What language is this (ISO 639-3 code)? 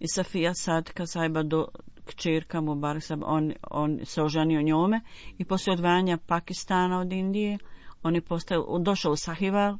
bos